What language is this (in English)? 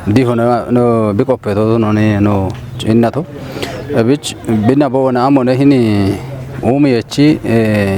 Kafa